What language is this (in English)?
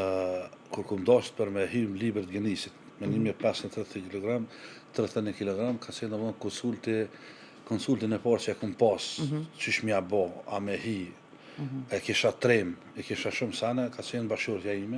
Albanian